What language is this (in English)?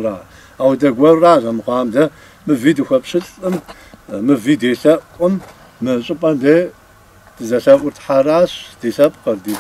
Kabardian